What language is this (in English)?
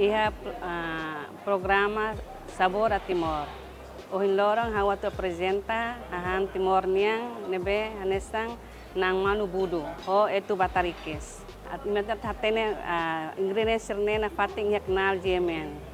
Tetum